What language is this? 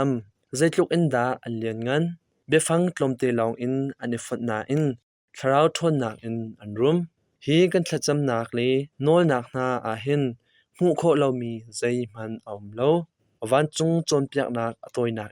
Hakha Chin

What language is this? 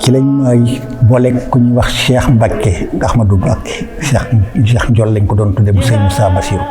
Wolof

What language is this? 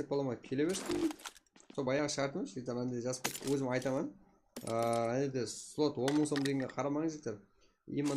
Kara-Kalpak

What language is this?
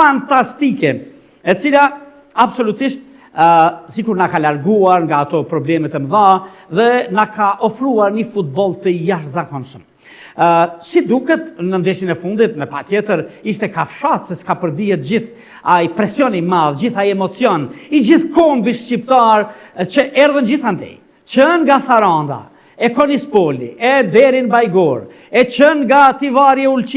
Albanian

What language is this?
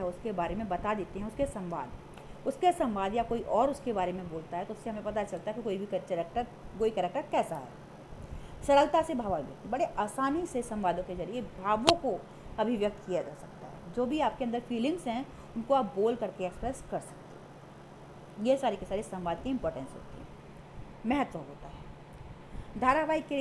Hindi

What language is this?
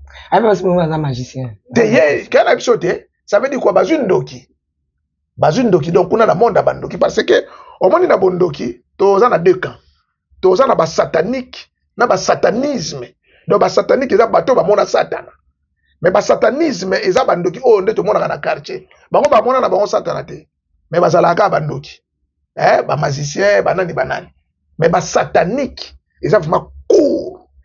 Lingala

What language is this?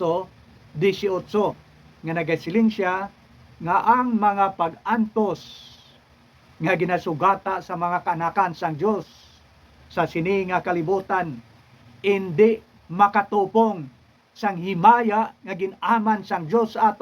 Hiligaynon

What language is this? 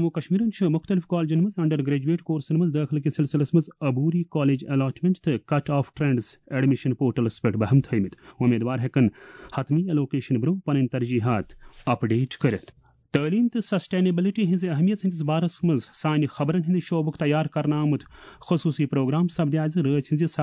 Kashmiri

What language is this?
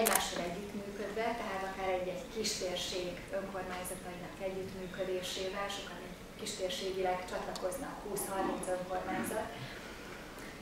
Hungarian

